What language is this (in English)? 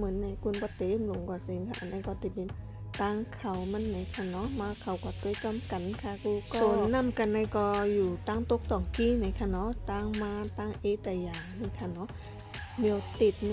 Shan